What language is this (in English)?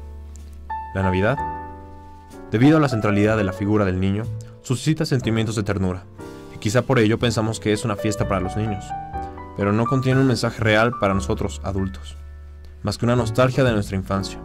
Spanish